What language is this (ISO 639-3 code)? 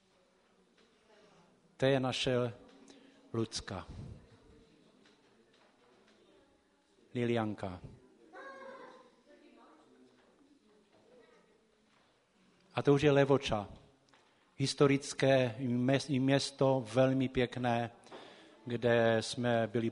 ces